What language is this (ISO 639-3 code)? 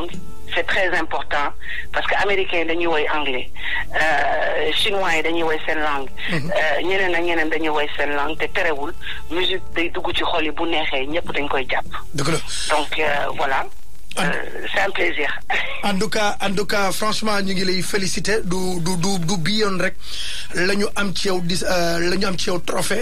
wol